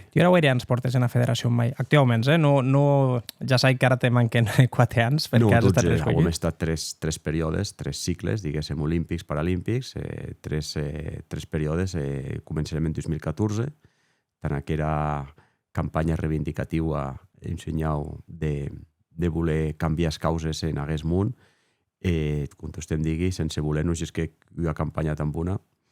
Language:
Occitan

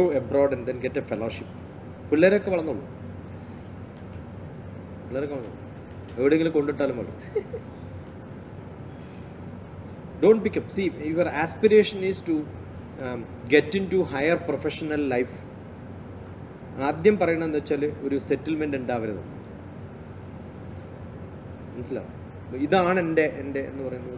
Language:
Malayalam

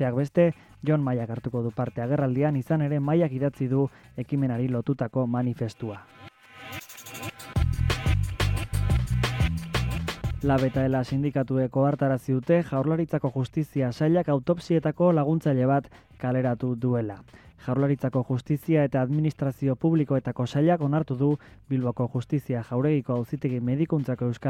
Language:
Basque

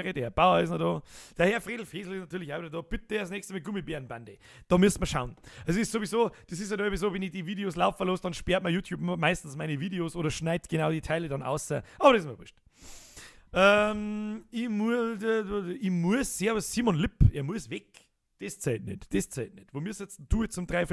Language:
Bavarian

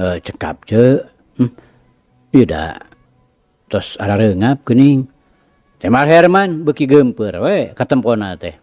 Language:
Sundanese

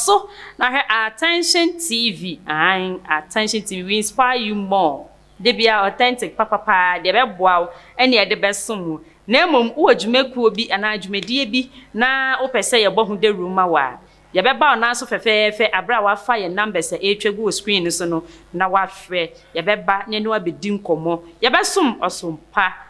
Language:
Akan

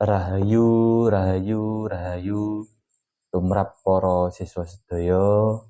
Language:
Javanese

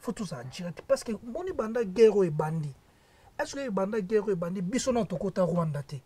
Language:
Lingala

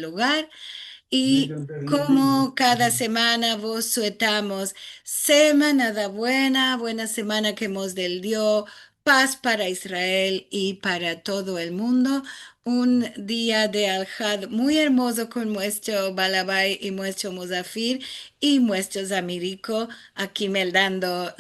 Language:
Ladino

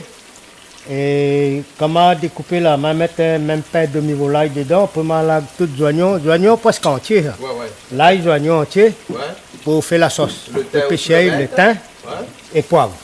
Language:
Réunion Creole French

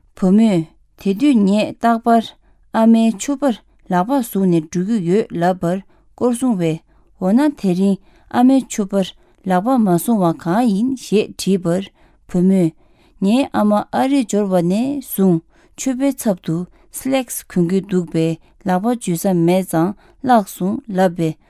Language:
Tibetan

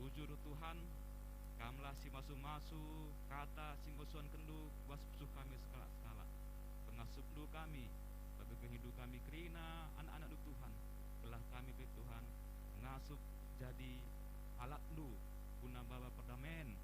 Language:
Batak Karo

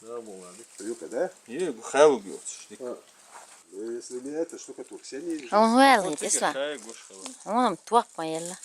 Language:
Chechen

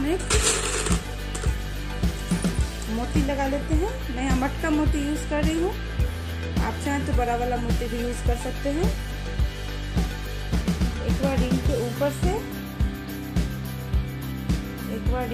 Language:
Hindi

